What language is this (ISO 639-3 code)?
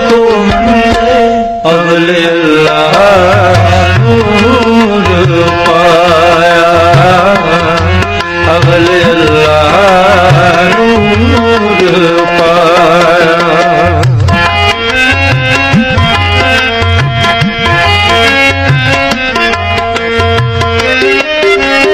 pan